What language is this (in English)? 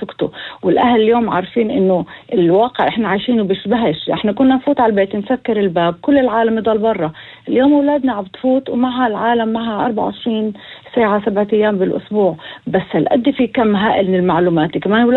North Levantine Arabic